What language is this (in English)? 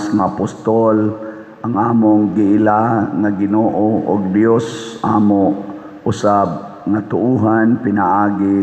Cebuano